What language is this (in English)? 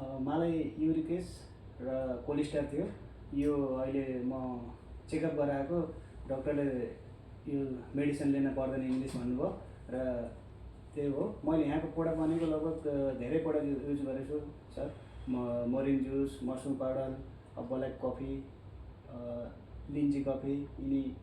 Nepali